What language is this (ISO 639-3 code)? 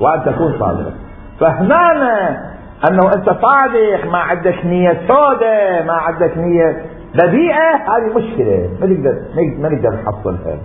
acm